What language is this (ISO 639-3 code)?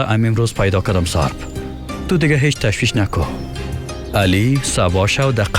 fas